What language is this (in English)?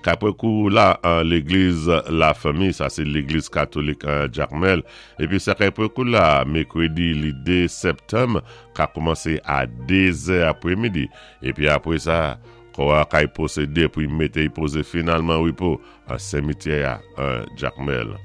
Saint Lucian Creole French